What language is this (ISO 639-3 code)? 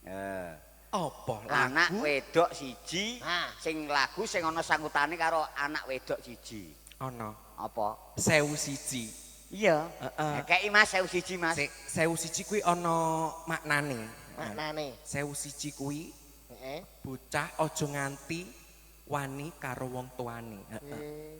jav